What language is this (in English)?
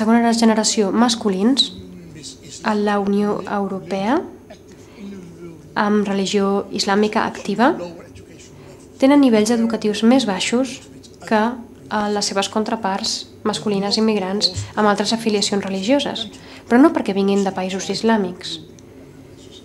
Catalan